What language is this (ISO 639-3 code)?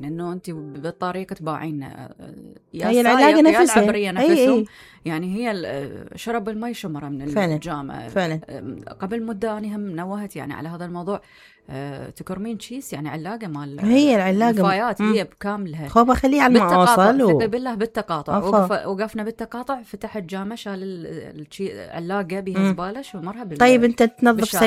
acm